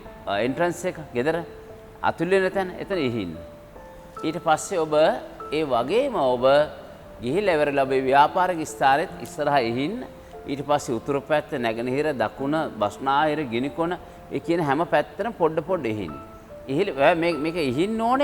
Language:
Sinhala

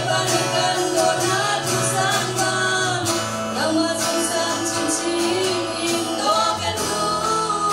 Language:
Hakha Chin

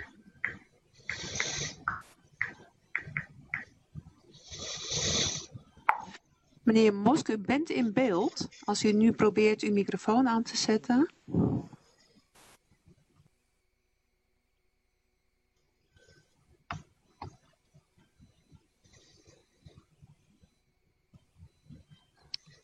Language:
Dutch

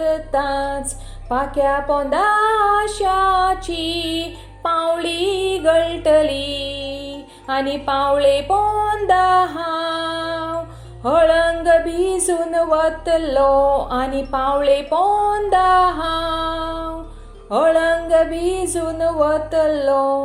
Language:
Konkani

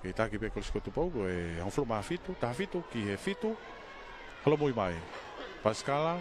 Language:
Tongan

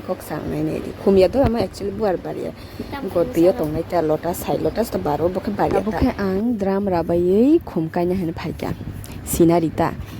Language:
Kok Borok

